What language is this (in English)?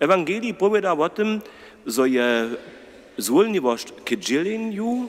Upper Sorbian